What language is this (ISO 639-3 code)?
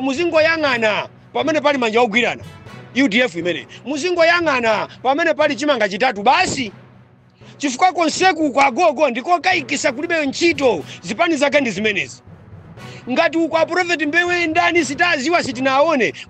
nya